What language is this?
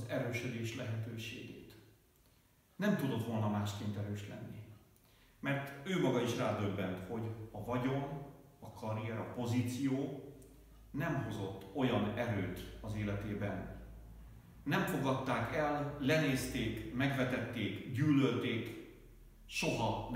Hungarian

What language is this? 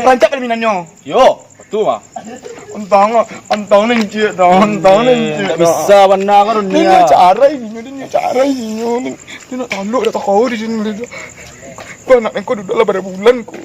Minangkabau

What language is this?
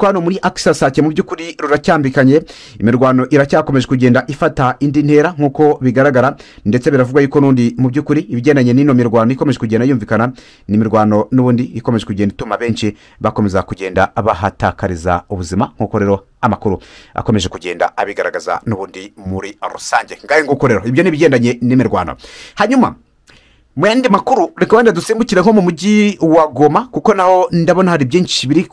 Kinyarwanda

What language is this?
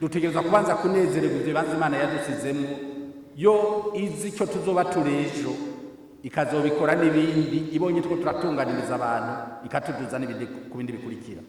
Rundi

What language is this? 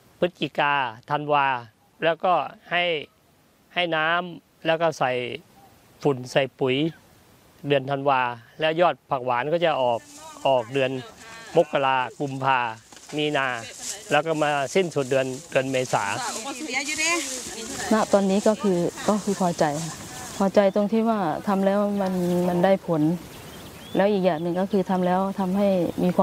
Thai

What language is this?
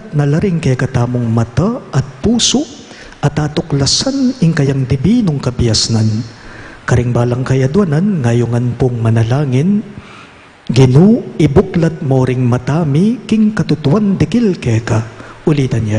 Pampanga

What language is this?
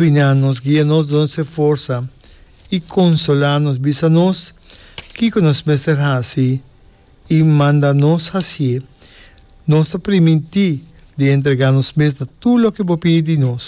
Papiamento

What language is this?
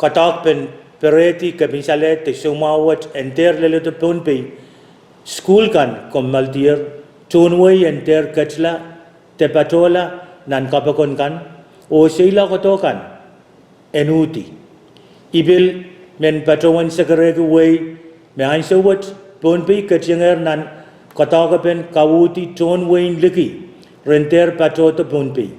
Pohnpeian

